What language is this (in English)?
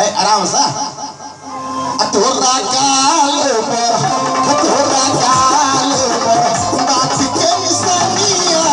Maithili